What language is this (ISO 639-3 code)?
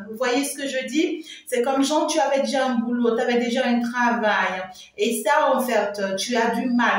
fra